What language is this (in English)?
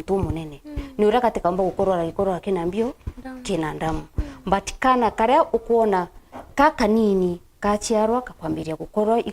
Meru